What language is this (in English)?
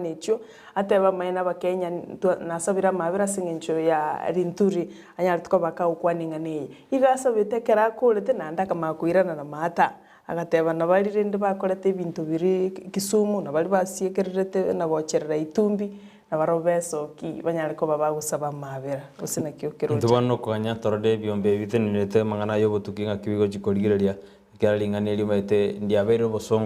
Gusii